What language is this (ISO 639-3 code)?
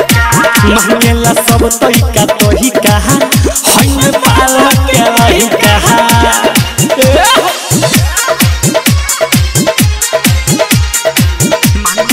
bho